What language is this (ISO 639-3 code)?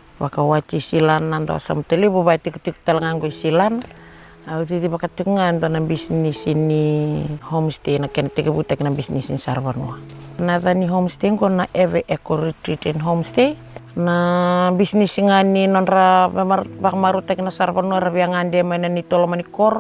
fij